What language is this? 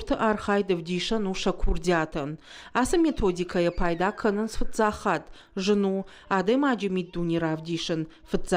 Ossetic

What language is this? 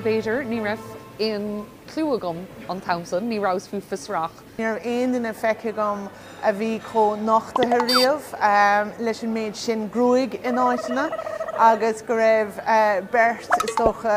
Irish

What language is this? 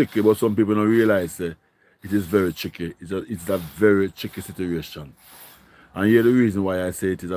Jamaican Creole English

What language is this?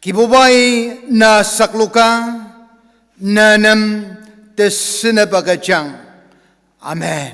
Ao Naga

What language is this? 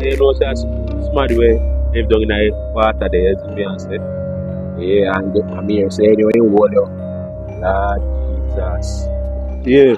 Jamaican Creole English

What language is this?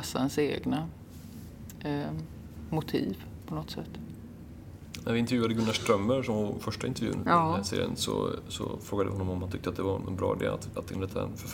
Swedish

